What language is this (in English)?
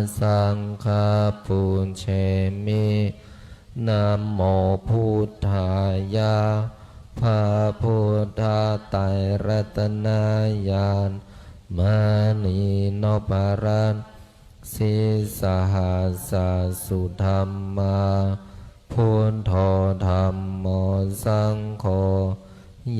Pali